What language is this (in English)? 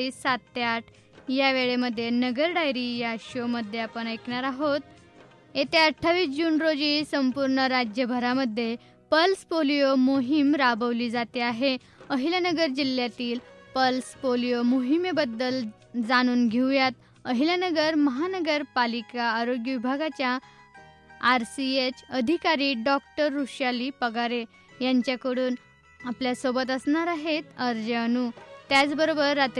Marathi